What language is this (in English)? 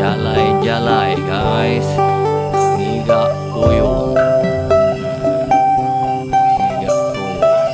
Iban